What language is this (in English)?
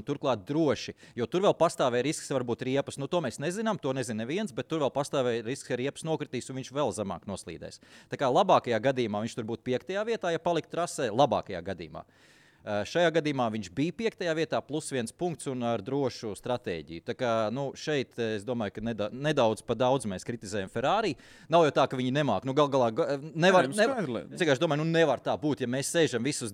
Latvian